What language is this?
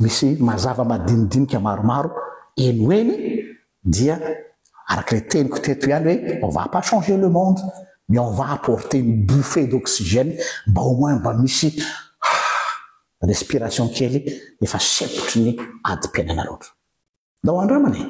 Malagasy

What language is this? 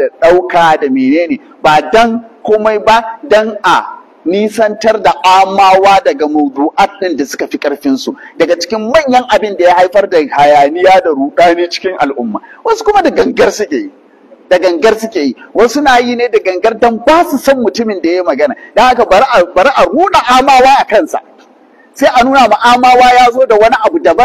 Hausa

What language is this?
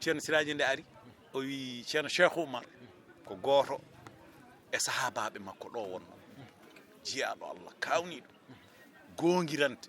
Fula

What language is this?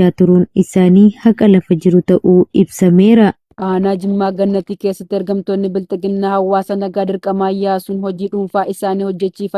Oromo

